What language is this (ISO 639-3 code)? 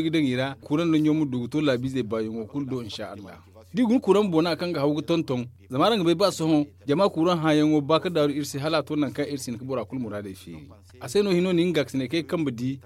dje